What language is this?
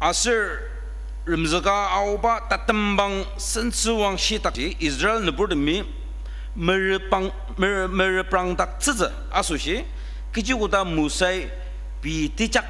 Ao Naga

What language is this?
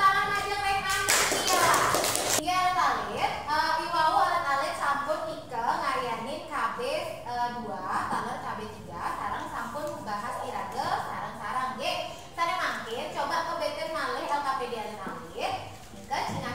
Balinese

